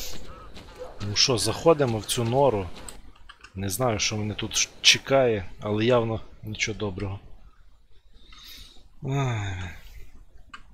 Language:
Ukrainian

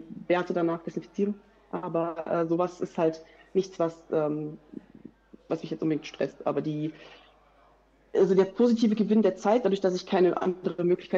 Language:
German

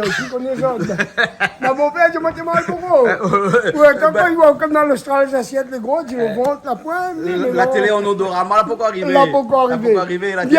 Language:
Réunion Creole French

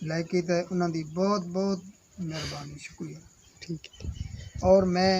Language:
Saraiki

